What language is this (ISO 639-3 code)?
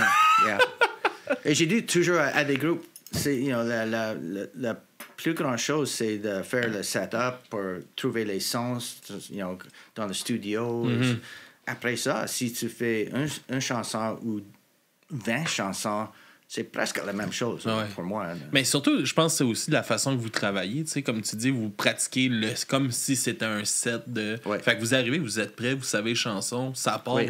fra